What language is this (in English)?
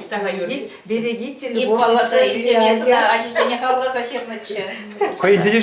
Chuvash